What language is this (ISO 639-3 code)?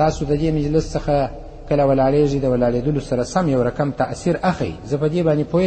pus